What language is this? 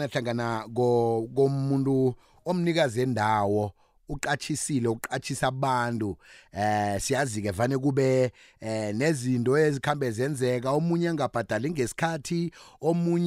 South Ndebele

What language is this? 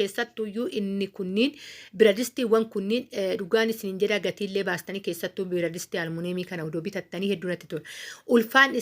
Oromo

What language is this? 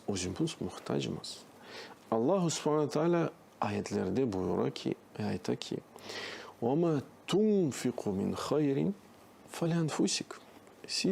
Crimean Tatar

